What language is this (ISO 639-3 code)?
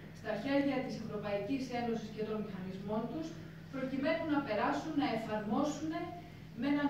ell